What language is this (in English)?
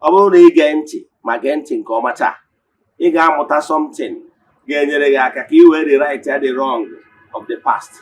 Igbo